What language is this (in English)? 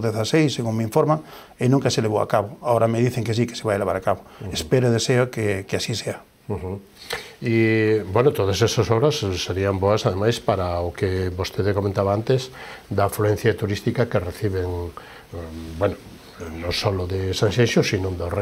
Galician